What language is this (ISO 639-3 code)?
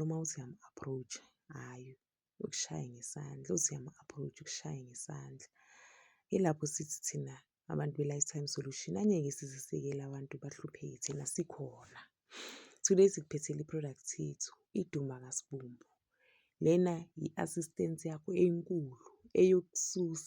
zul